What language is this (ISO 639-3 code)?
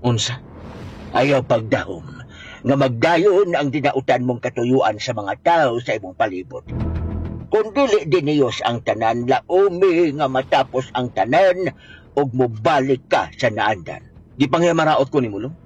ceb